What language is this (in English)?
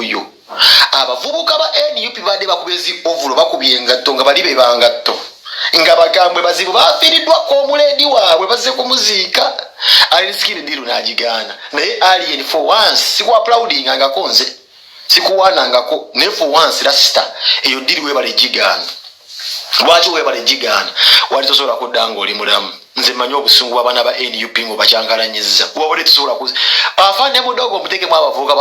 Ganda